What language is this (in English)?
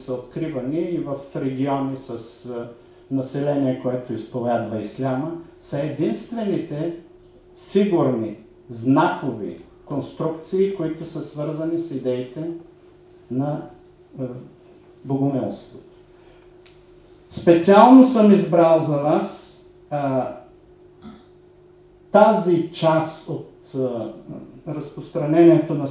Bulgarian